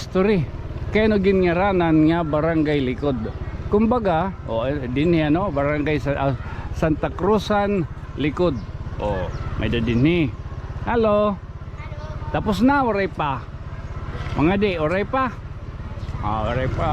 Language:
Waray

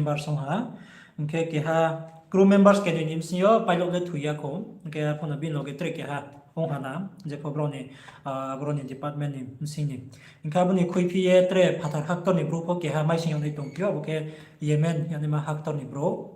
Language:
Riang (India)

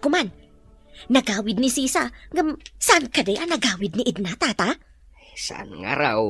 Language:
Iloko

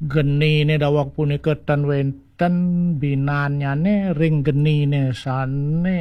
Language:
Balinese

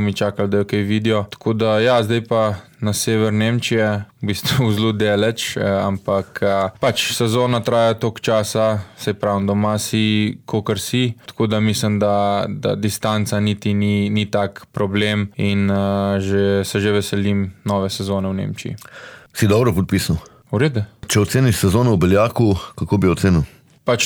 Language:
Slovenian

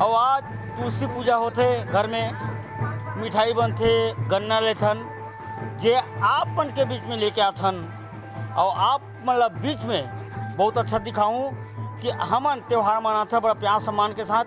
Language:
Chhattisgarhi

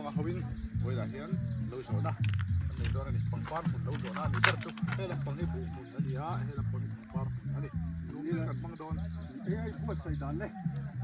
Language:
Mizo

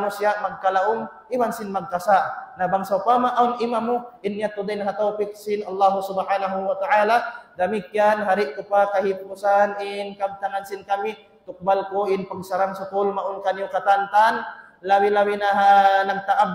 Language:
Tausug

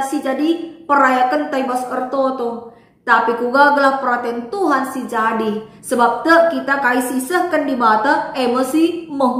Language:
Batak Karo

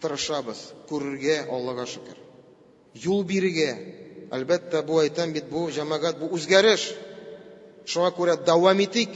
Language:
Tatar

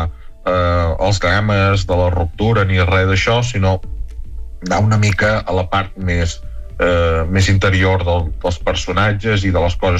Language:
Catalan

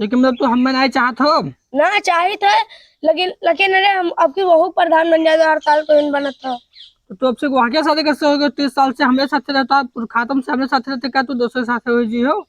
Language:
Awadhi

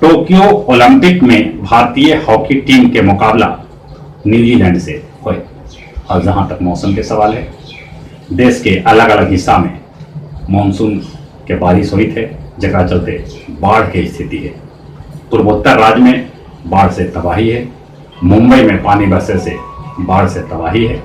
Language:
Magahi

